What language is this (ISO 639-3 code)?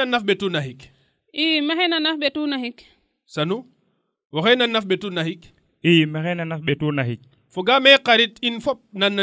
srr